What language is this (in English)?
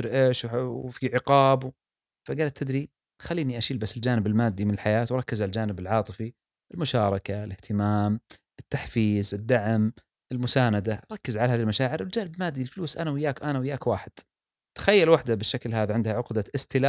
Gulf Arabic